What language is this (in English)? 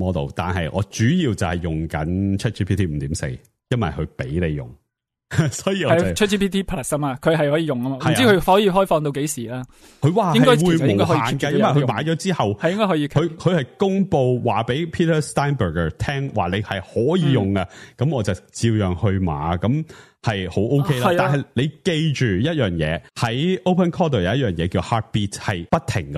Cantonese